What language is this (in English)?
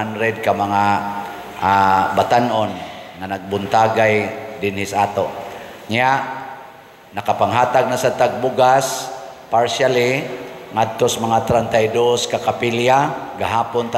Cebuano